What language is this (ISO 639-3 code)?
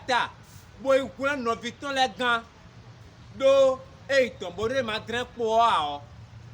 fon